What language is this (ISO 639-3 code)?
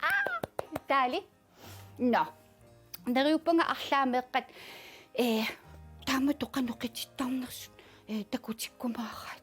kal